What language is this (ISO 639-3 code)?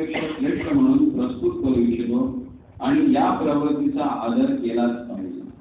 mar